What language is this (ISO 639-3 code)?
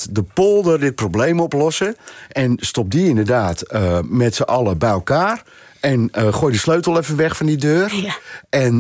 nld